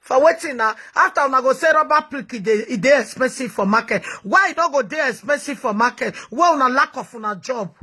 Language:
Nigerian Pidgin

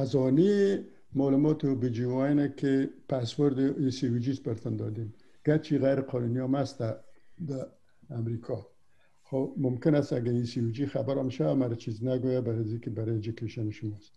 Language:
Persian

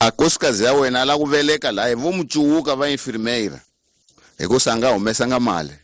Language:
Tsonga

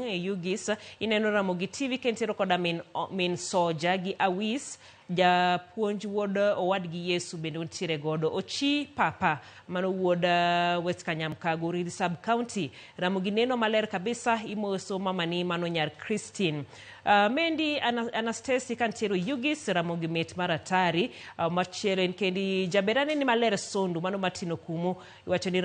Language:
Luo (Kenya and Tanzania)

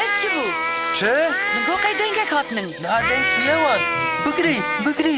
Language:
Kurdish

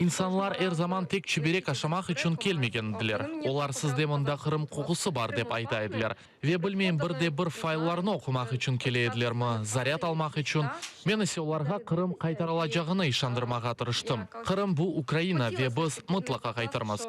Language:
Crimean Tatar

